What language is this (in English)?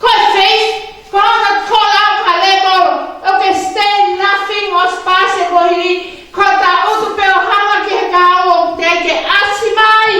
Tongan